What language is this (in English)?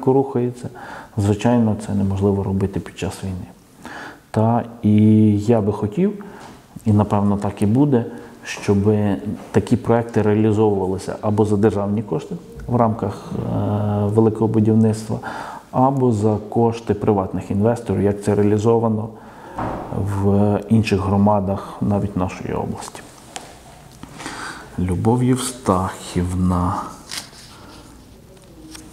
Ukrainian